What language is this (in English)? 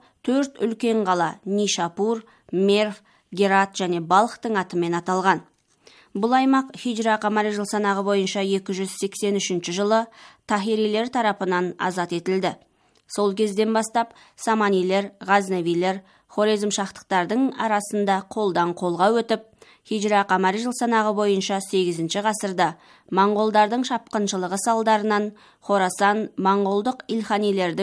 Kazakh